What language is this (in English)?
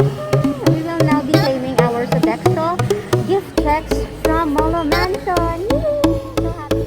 Hiligaynon